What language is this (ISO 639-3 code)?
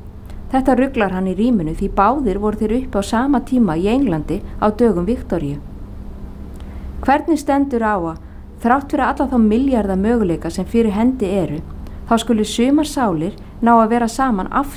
isl